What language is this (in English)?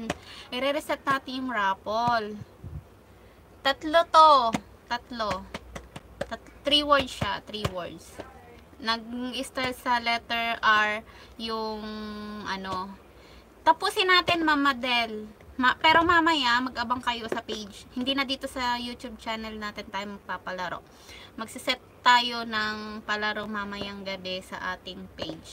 Filipino